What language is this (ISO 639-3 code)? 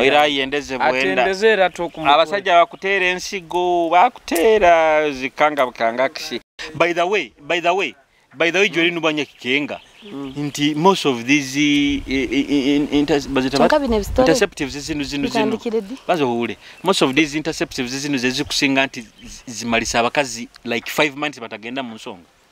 nyo